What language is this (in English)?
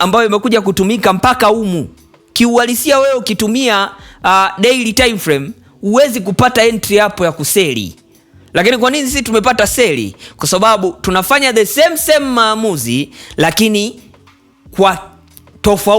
Swahili